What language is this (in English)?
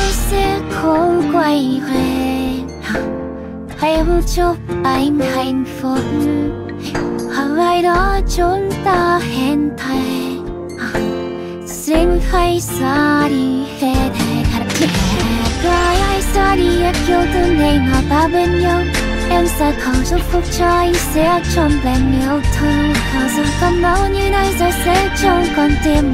Vietnamese